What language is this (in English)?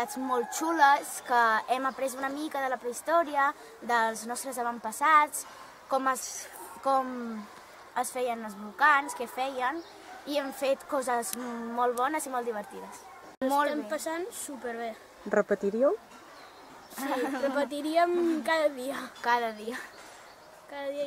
Catalan